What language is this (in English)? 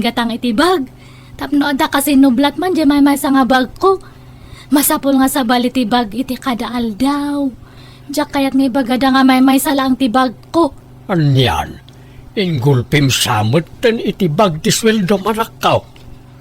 Iloko